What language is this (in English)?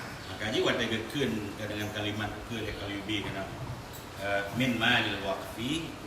Achinese